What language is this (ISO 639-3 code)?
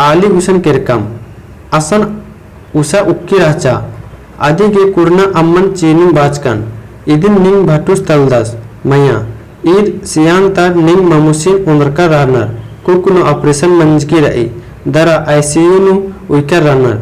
kru